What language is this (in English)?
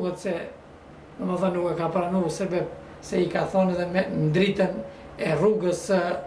Albanian